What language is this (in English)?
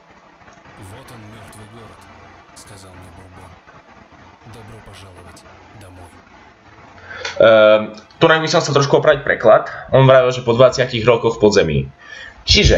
Slovak